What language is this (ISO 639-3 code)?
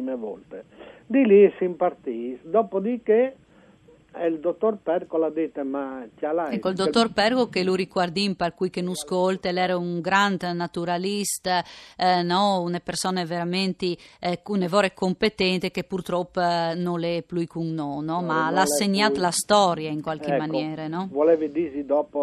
fur